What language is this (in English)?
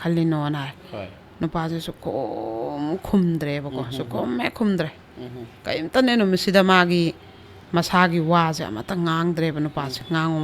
Manipuri